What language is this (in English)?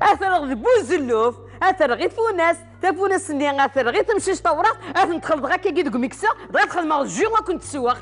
Kabyle